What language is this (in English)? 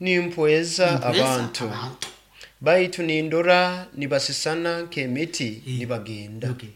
Nyankole